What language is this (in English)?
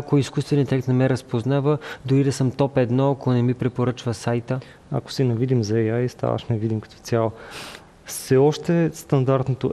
Bulgarian